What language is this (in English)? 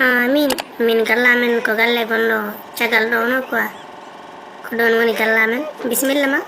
Fula